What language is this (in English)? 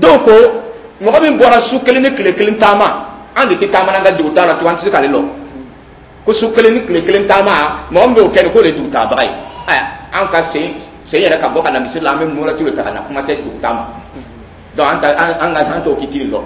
Dyula